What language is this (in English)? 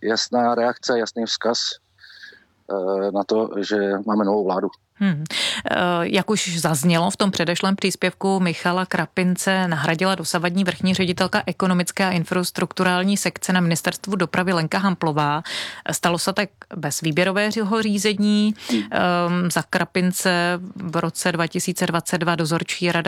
Czech